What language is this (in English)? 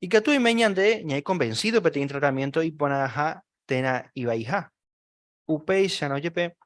Guarani